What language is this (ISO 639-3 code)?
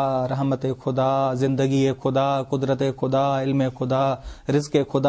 urd